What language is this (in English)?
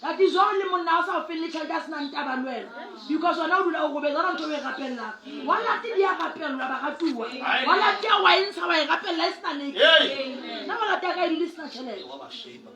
Southern Sotho